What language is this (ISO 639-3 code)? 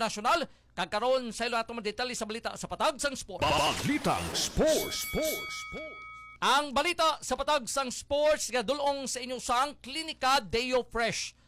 hil